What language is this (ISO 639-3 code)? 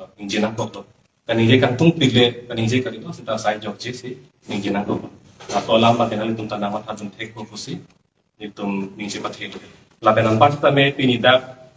mjw